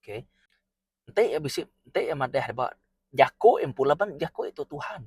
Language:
Iban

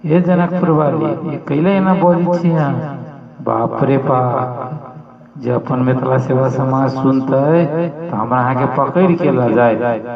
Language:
Maithili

